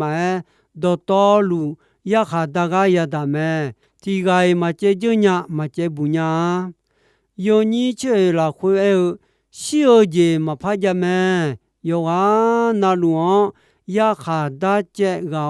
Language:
Akha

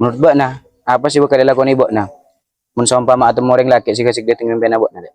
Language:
Madurese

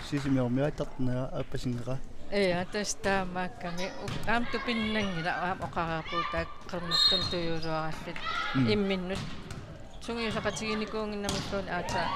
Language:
Kalaallisut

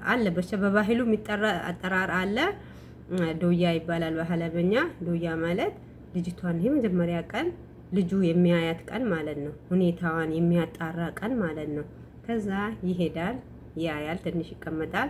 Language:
Amharic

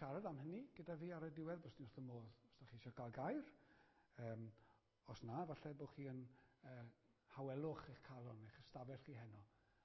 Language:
Welsh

